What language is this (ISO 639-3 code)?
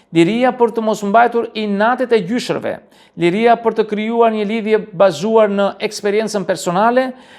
sqi